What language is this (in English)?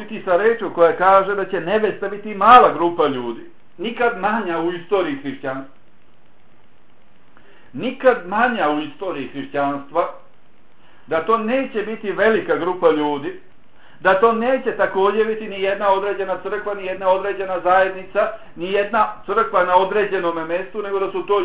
Bosnian